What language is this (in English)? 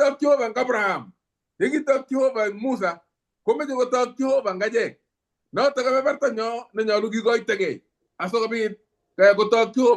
Kalenjin